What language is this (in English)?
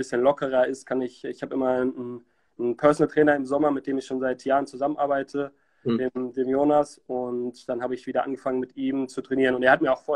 German